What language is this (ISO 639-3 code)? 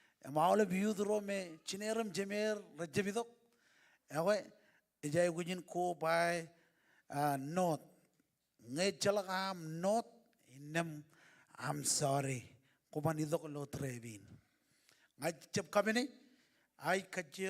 mah